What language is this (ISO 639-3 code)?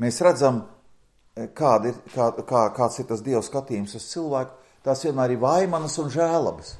lav